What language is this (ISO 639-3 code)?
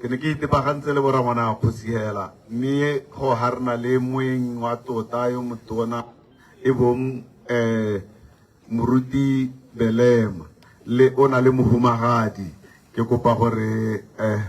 tsn